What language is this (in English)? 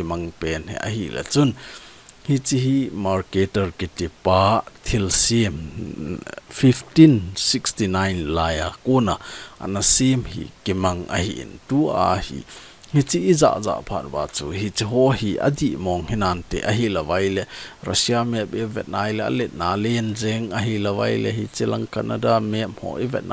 Thado Chin